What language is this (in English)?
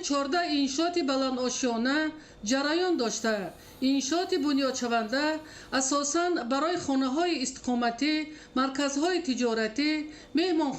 Tajik